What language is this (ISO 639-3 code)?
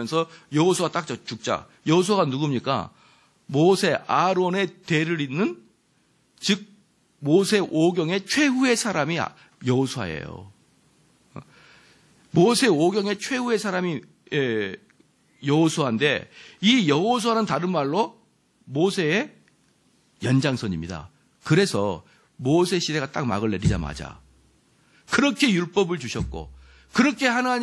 kor